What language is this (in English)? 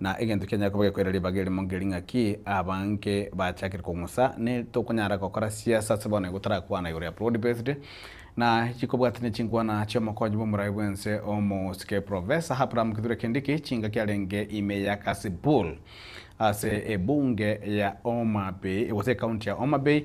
Gusii